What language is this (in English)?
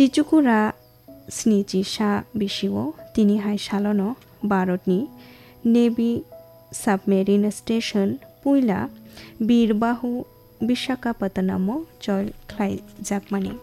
Kok Borok